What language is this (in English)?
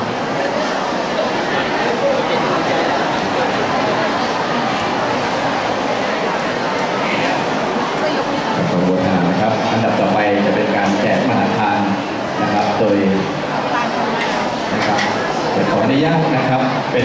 Thai